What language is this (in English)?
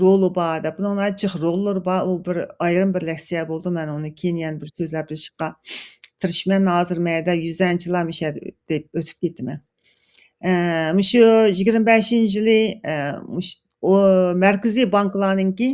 Uyghur